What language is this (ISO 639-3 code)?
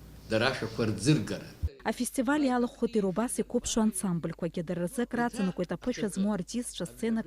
abk